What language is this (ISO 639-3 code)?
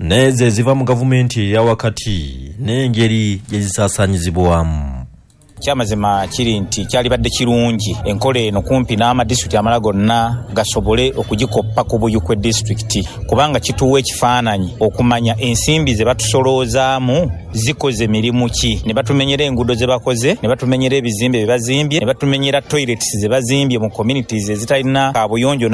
lug